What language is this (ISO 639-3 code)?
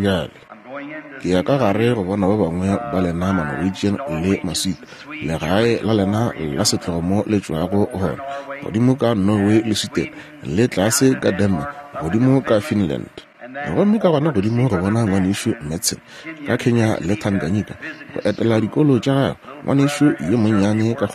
nso